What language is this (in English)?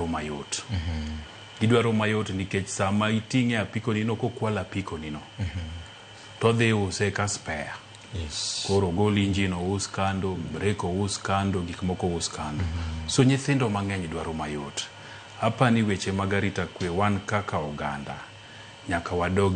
Luo (Kenya and Tanzania)